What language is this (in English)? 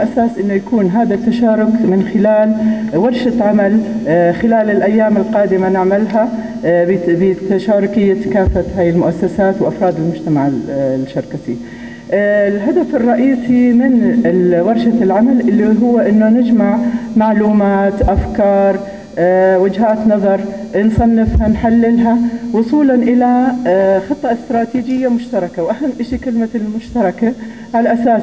North Levantine Arabic